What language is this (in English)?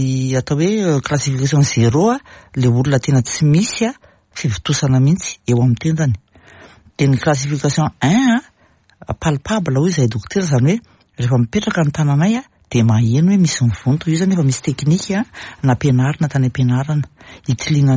Malagasy